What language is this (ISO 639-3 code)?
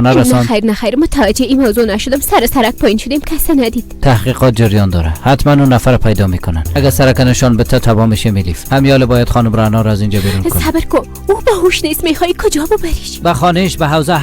fas